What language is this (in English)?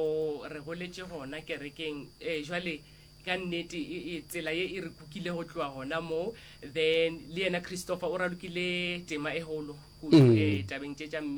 Northern Sotho